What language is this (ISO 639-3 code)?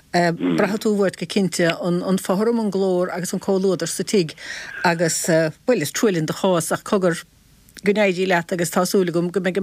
gle